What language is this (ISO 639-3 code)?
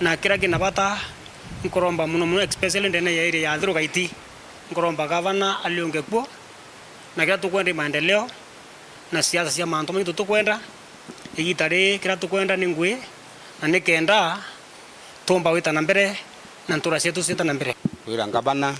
mer